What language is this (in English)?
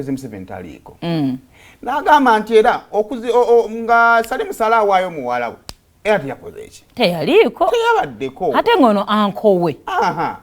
Ganda